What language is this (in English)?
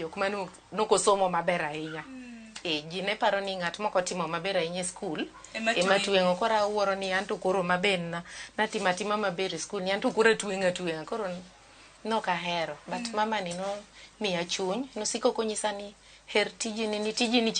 Luo (Kenya and Tanzania)